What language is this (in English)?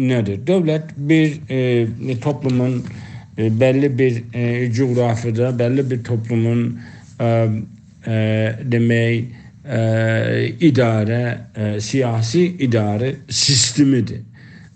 South Azerbaijani